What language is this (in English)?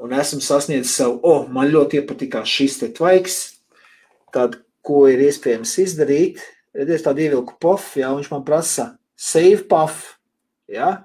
Latvian